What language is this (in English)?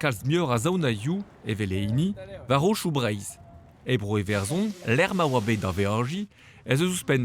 Breton